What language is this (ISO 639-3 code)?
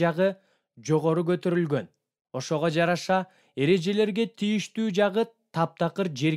kir